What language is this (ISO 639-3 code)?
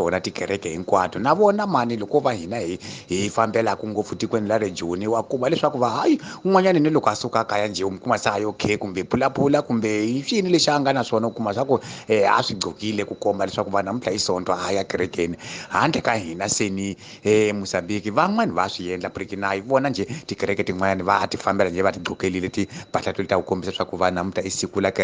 tso